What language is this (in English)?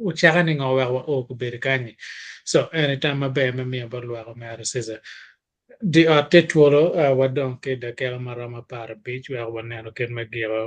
Acoli